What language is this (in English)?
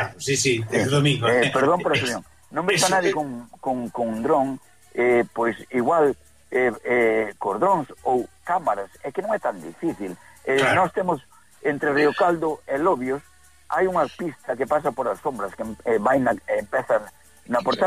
Galician